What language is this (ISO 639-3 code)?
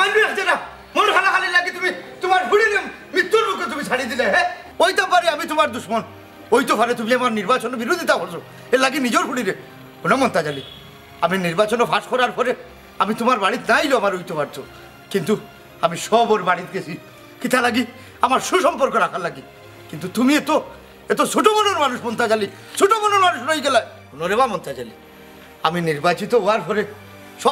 syl